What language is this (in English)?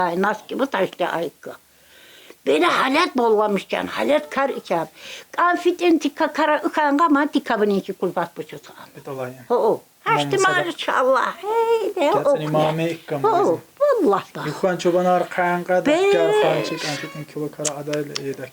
Tsakhur